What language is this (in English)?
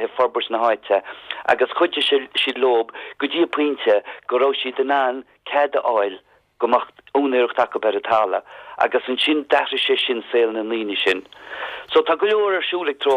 Irish